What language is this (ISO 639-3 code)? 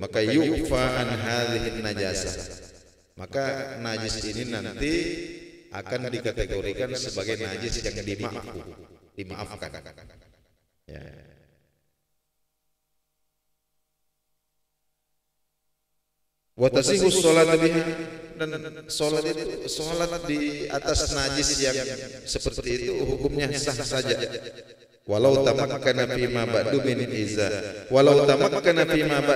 ind